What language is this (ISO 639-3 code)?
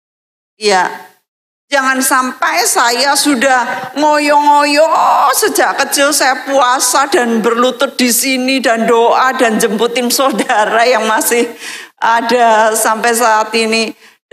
ind